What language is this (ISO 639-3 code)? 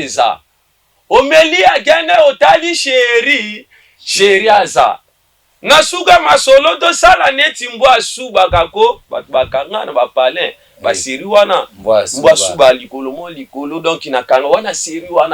lin